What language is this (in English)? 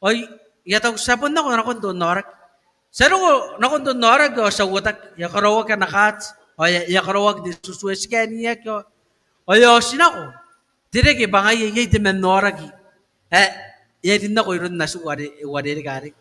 Gilbertese